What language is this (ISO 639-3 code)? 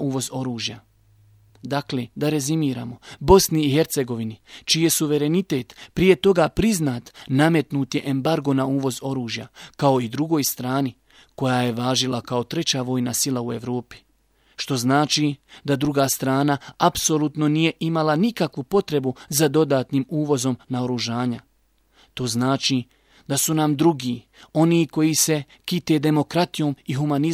bos